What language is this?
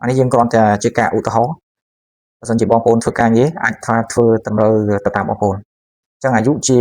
Khmer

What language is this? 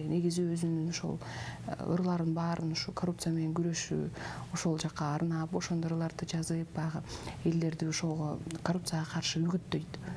Kyrgyz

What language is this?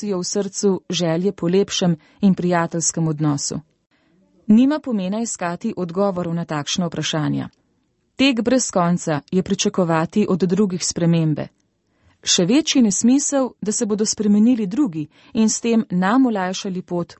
Slovenian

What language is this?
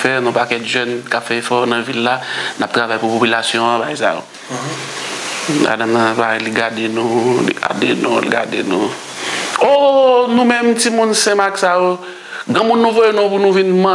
Haitian Creole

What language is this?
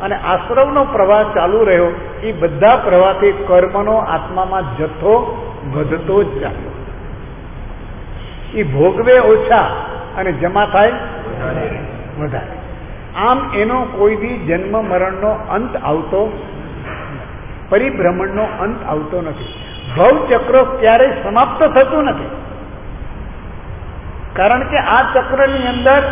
Gujarati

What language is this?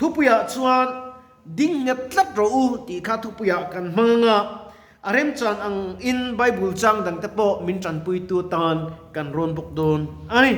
Mizo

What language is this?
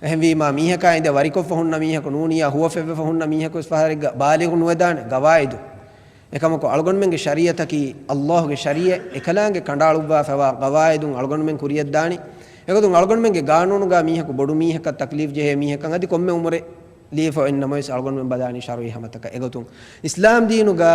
Divehi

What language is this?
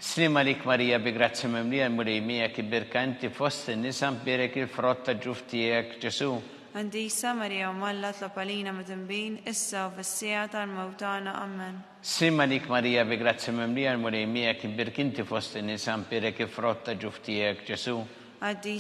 Maltese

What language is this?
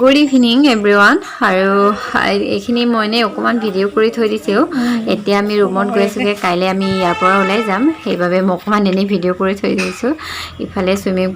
Assamese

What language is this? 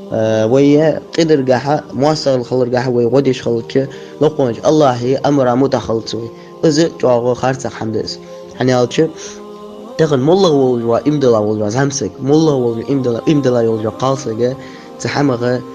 Ingush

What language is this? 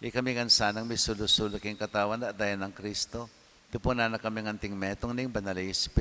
Pampanga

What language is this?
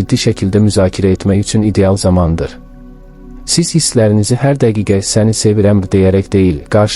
Azerbaijani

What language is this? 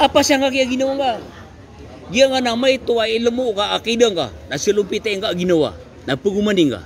Maranao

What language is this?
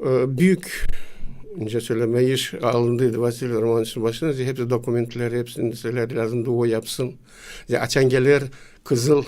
Gagauz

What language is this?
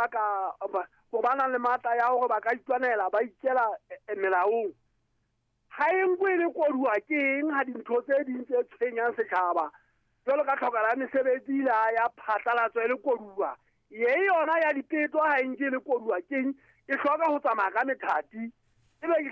Southern Sotho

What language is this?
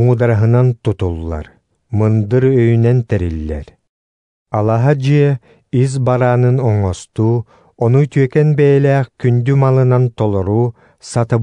Yakut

